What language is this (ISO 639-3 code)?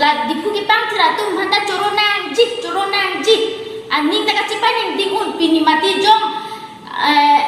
mjw